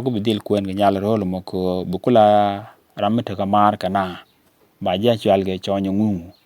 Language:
Nuer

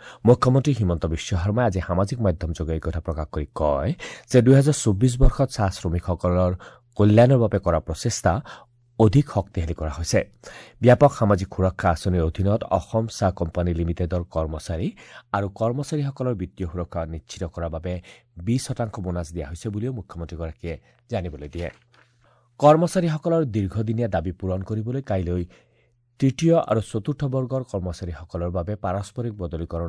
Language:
Assamese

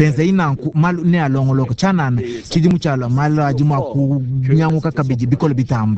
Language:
Luba-Lulua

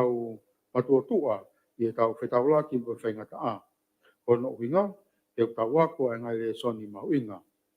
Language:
Tongan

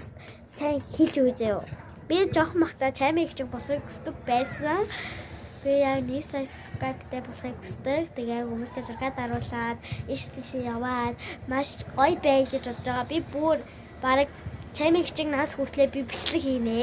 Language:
Mongolian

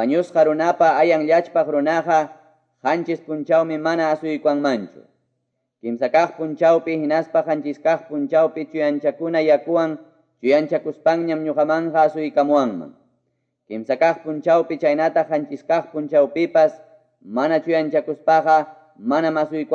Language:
Quechua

